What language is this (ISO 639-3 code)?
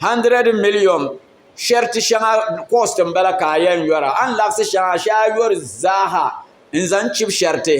dag